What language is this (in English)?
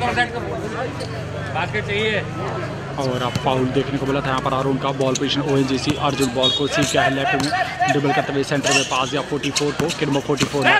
Hindi